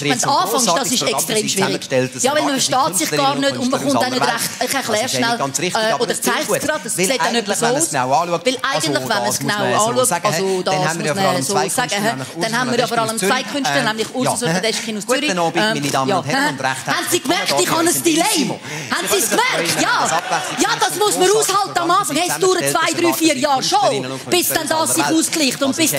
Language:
Swiss German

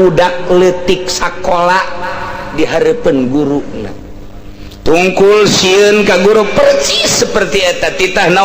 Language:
Sundanese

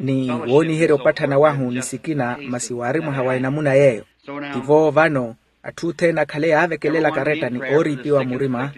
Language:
Makhuwa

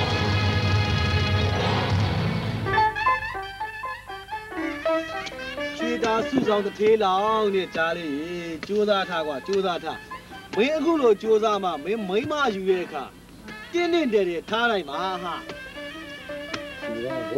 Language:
Burmese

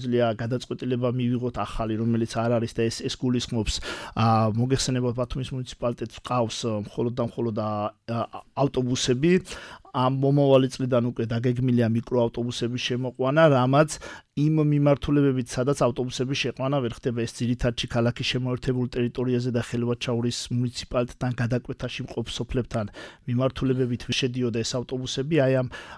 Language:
Georgian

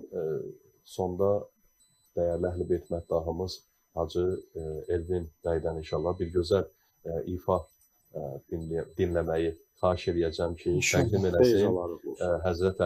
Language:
Azerbaijani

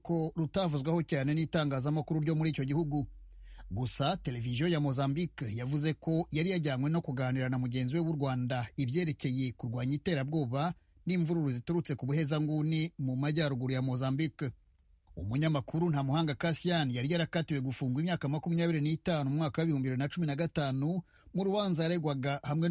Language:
Kinyarwanda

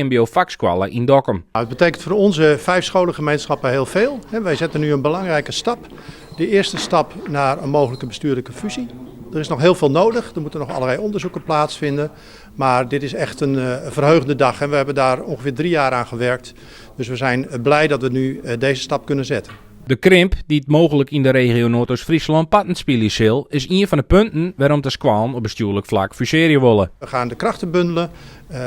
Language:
Western Frisian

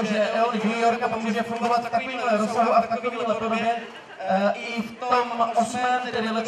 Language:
Czech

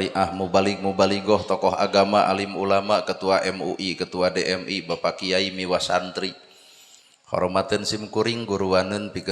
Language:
Sundanese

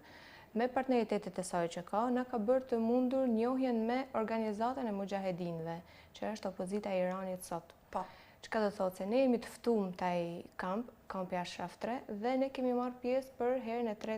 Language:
Albanian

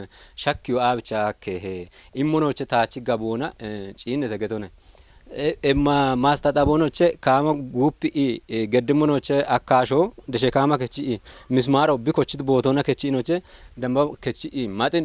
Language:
Kafa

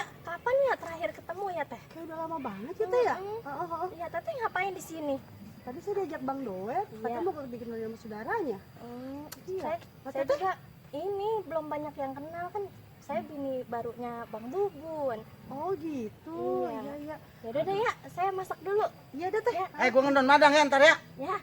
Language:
Betawi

